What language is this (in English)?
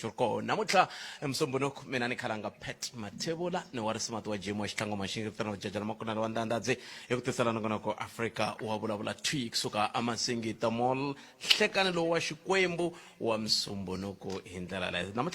Tsonga